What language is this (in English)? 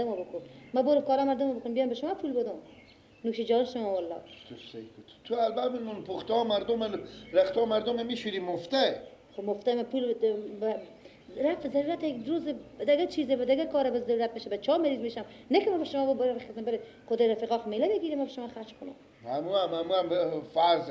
Persian